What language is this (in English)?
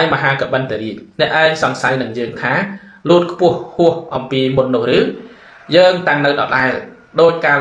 Khmer